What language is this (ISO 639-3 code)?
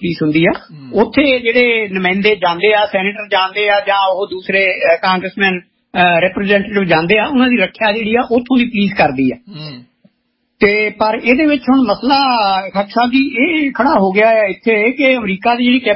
pan